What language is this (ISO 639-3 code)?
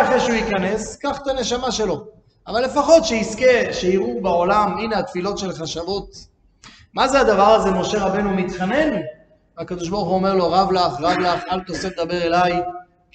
heb